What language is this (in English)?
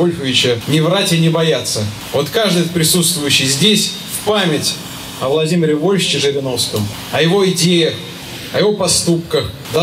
Russian